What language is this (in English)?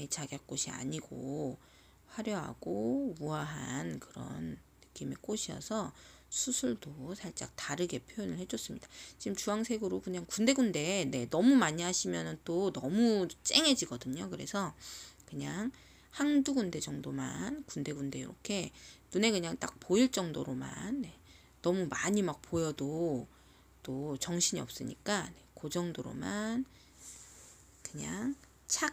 Korean